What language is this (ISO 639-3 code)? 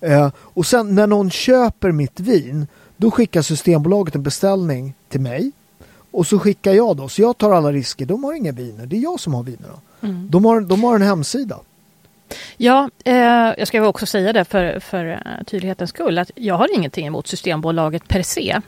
swe